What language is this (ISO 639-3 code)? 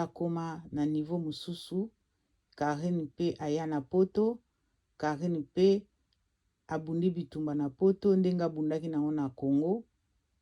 lin